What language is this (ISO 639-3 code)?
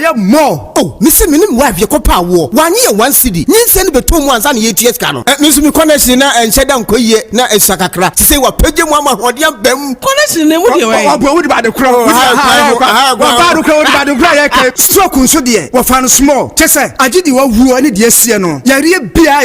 aka